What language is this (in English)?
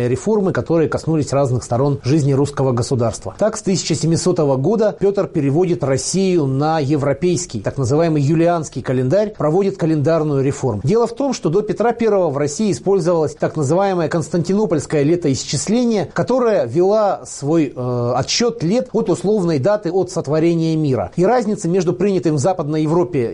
Russian